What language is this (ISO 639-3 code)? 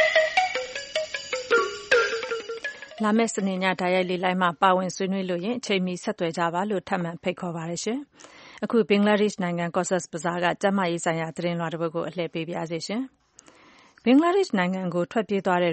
mya